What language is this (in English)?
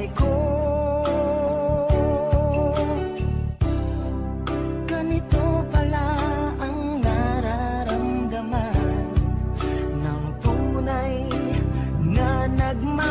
Filipino